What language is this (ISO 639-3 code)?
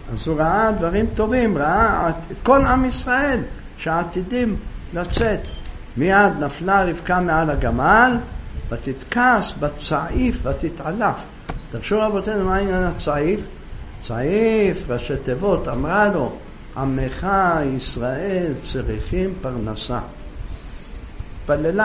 heb